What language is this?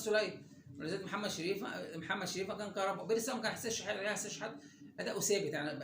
Egyptian Arabic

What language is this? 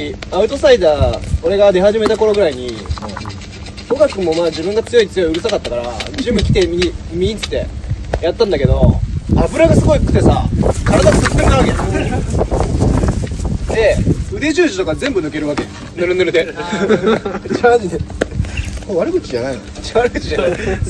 Japanese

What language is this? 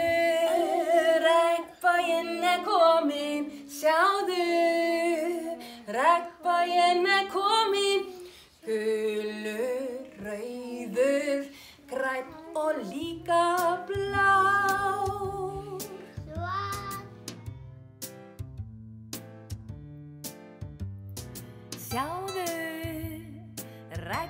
Icelandic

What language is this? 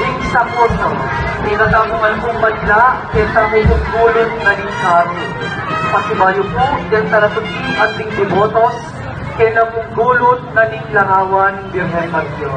Pampanga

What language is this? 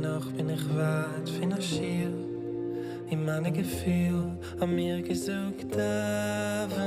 Yiddish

